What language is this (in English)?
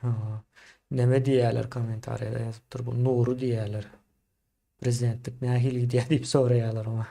Turkmen